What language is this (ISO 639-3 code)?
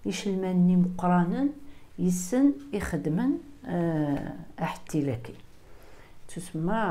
kab